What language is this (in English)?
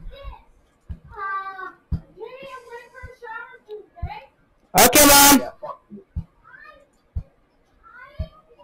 English